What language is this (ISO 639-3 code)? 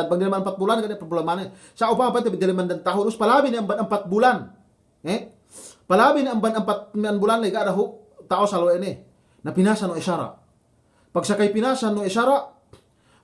yka